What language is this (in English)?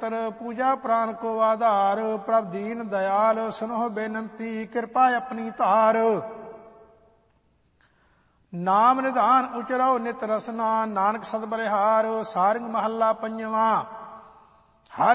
Punjabi